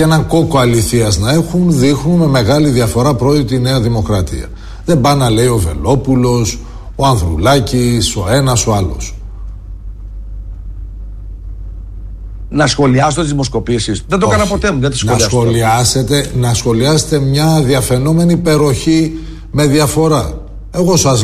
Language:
Greek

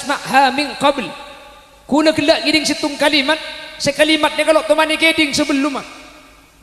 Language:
Madurese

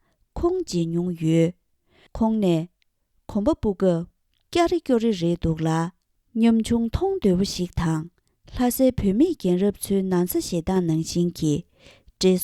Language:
Tibetan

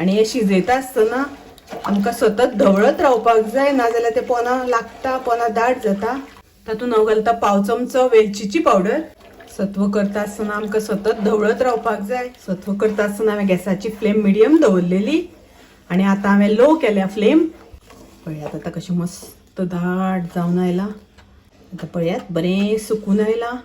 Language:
Konkani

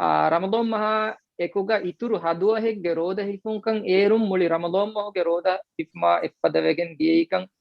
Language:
Divehi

